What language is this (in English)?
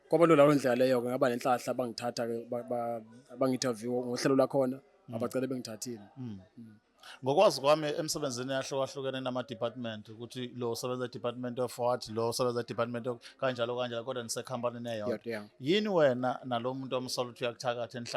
Zulu